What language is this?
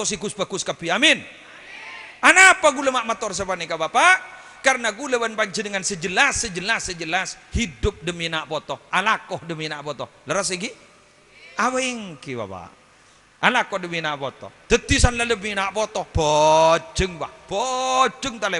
Madurese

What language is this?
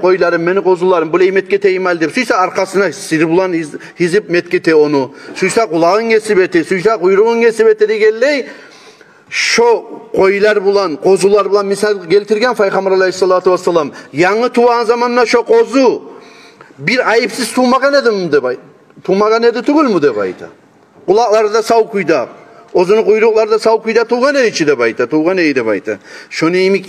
Kumyk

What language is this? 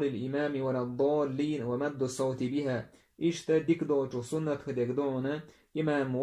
Chechen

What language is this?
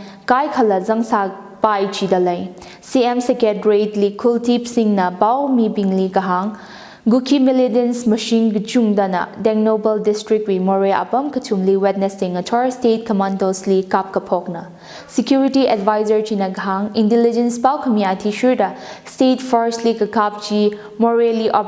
Tangkhul Naga (India)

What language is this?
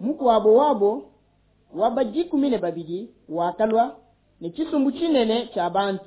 Luba-Lulua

